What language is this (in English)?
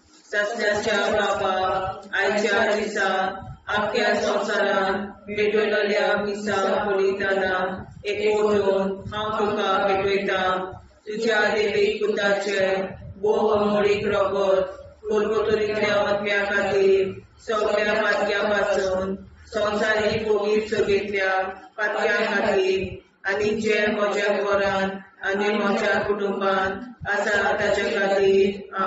Konkani